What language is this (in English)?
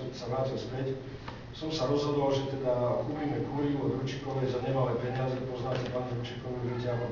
Slovak